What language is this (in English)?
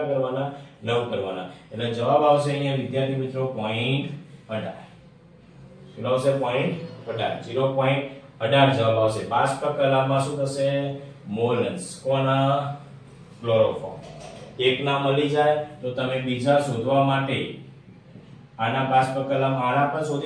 Gujarati